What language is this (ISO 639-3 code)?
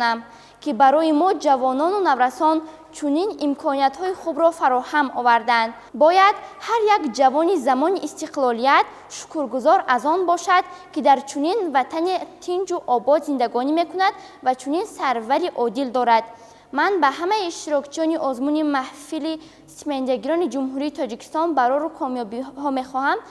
tgk